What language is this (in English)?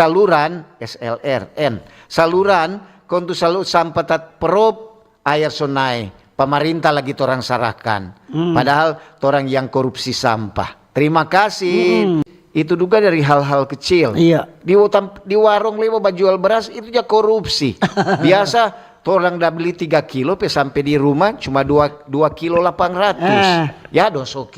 Manado Malay